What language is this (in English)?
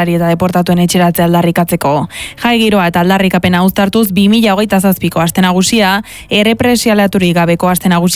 Basque